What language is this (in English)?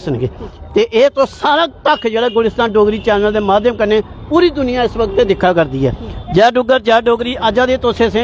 Dogri